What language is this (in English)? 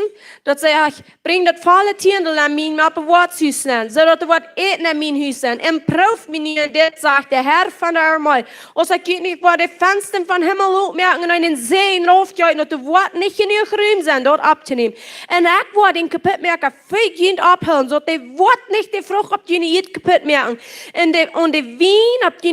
Plautdietsch